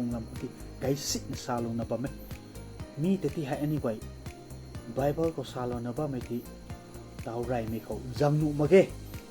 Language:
Rongmei Naga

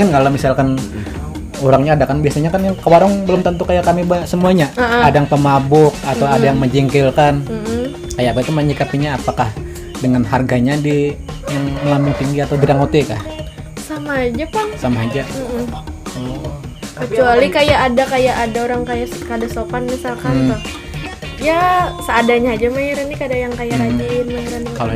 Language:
Banjar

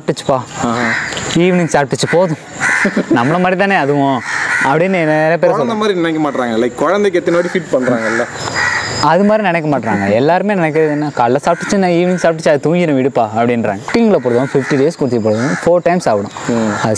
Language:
Tamil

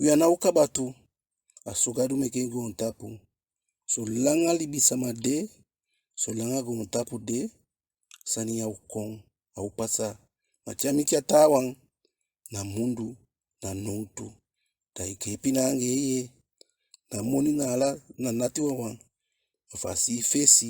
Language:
Eastern Maroon Creole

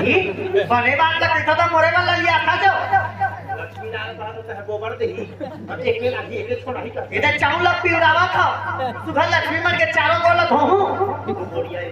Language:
Chhattisgarhi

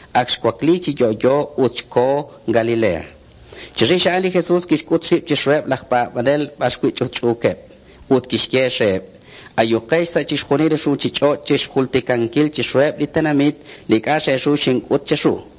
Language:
Kekchí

